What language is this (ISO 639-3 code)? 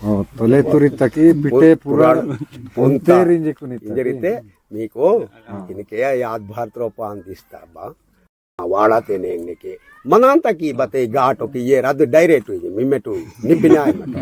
esg